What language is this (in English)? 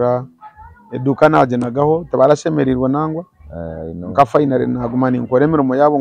Nyankole